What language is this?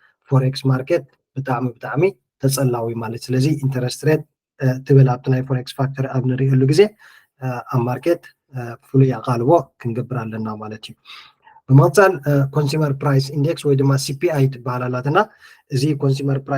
Tigrinya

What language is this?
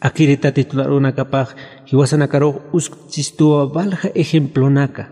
Aymara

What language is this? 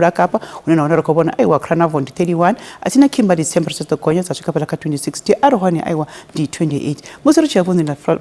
Venda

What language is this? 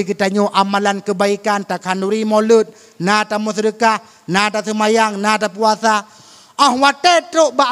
Achinese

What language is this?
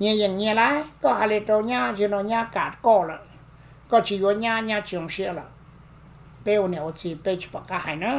Hmong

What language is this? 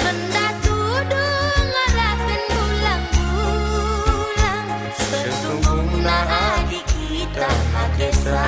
Batak Karo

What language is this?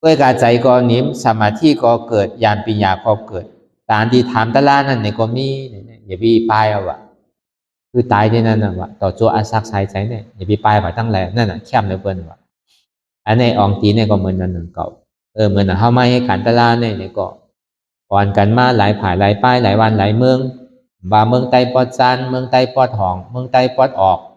Shan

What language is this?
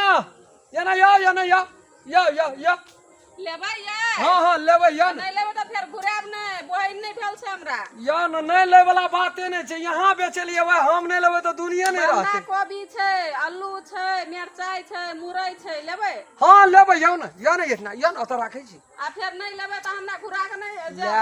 Maithili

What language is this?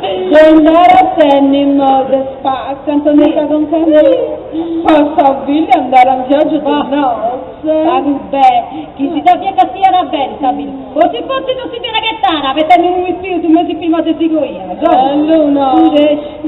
Sardinian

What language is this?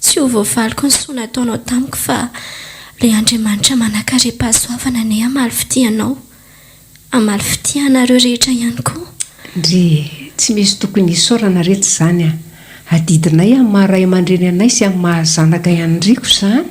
Malagasy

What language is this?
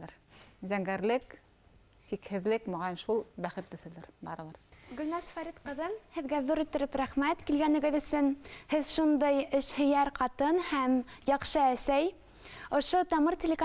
Bashkir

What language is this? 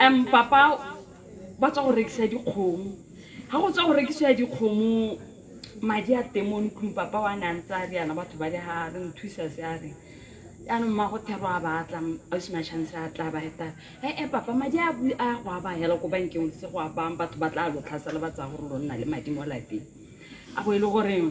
Tswana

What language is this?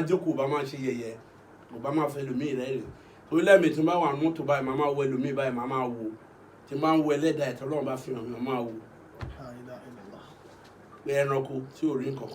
Yoruba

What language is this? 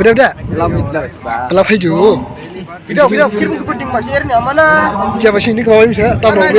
Dimasa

